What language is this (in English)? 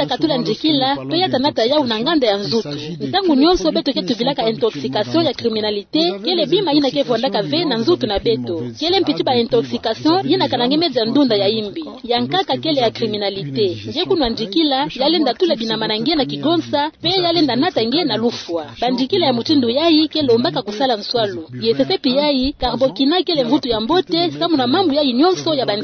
Kituba (Democratic Republic of Congo)